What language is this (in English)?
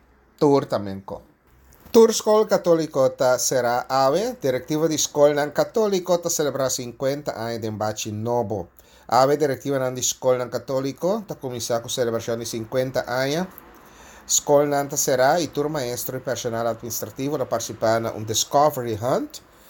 Papiamento